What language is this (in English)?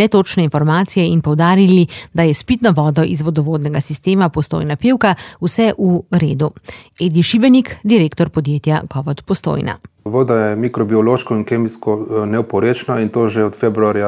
Slovenian